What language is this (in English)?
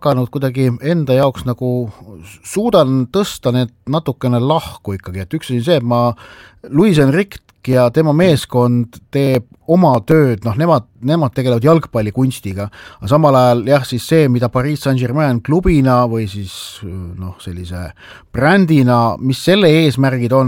Estonian